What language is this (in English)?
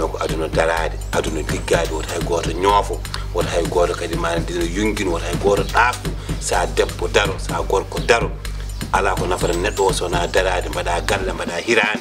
Fula